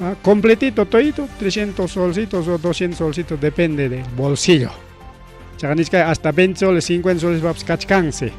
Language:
Ayacucho Quechua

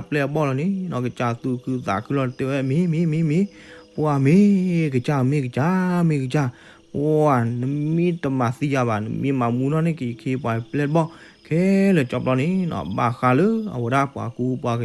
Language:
S'gaw Karen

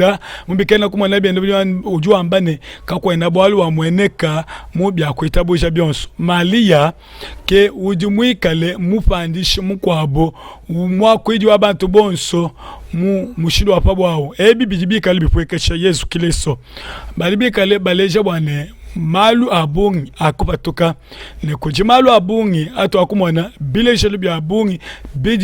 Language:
Luba-Lulua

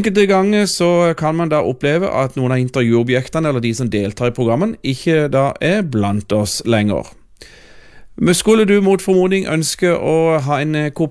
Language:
Norwegian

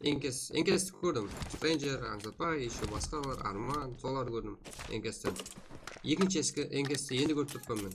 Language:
Kara-Kalpak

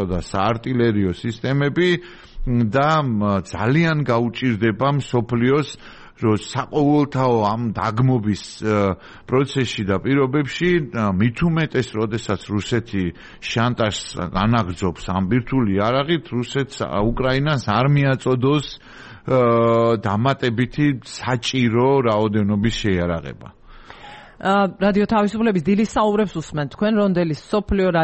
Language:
Georgian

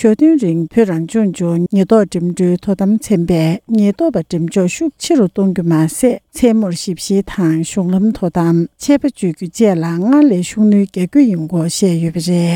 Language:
Tibetan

